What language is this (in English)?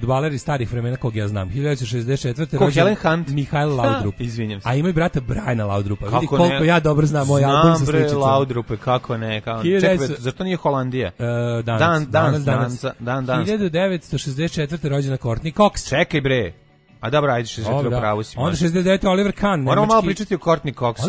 Serbian